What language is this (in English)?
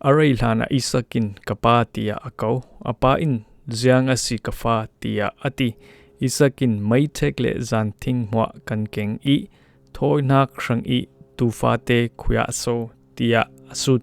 Falam Chin